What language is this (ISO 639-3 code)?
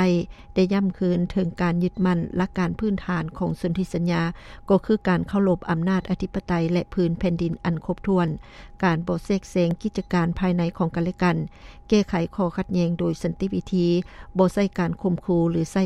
lao